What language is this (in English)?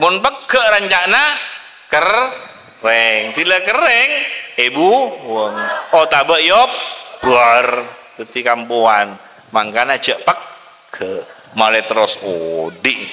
Madurese